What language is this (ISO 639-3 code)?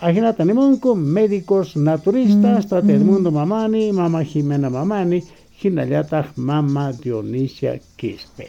quh